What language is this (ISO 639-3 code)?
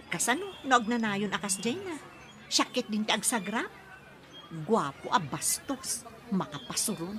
ilo